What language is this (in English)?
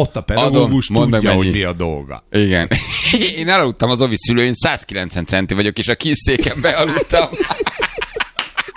Hungarian